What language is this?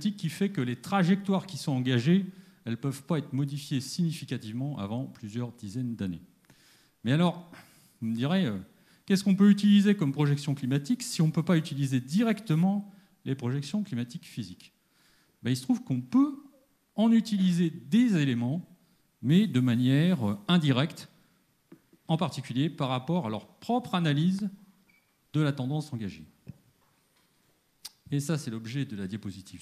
French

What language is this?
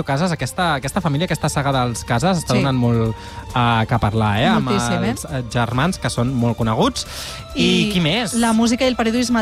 Catalan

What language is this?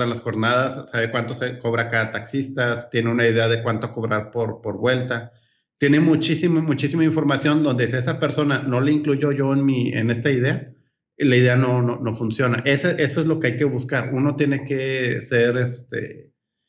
Spanish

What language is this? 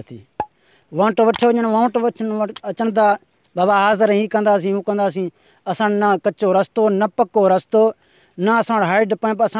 Sindhi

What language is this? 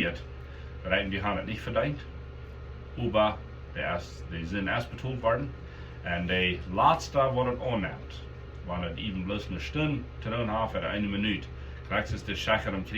Plautdietsch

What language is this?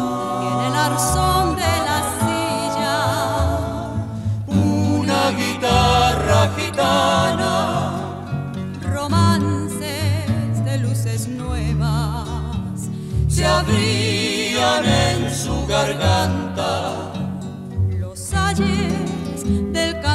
Spanish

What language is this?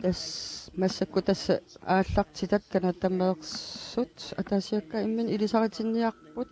Kalaallisut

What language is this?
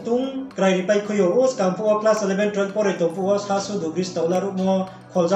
Riang (India)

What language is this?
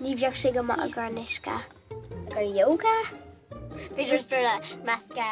Irish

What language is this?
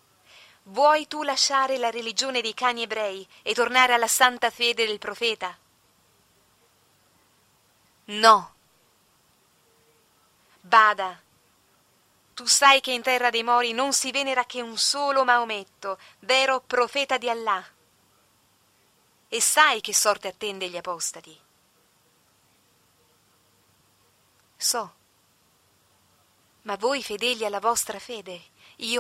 Italian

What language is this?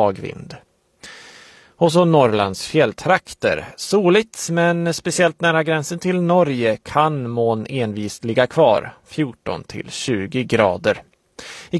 Swedish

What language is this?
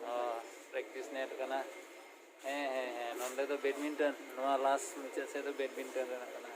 Santali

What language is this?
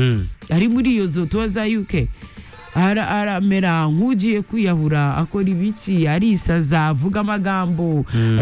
Kinyarwanda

